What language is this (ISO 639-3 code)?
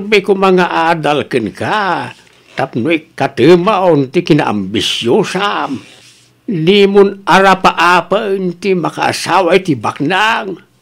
ilo